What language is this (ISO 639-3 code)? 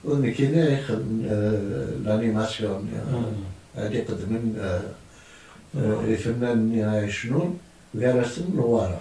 kab